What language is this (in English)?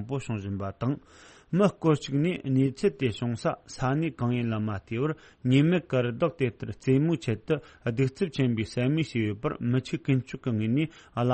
Tibetan